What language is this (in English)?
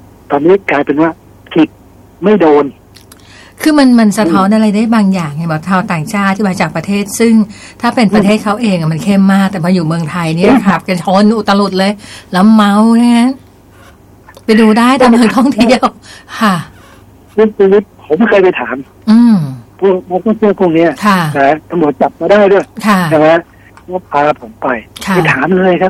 Thai